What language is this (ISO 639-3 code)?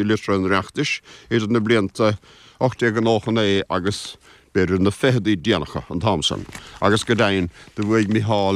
gle